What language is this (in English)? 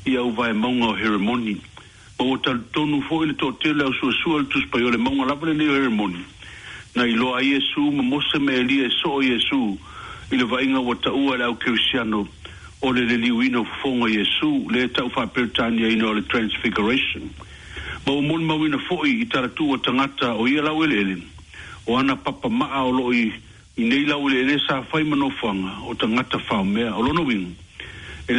Samoan